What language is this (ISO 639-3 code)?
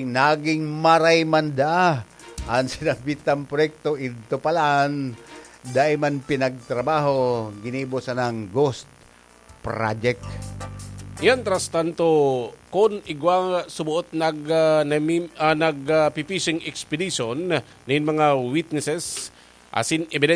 bik